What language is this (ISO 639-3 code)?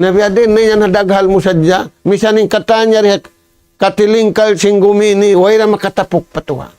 tsg